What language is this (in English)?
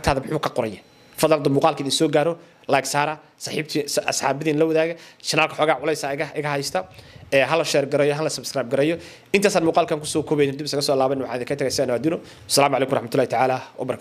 Somali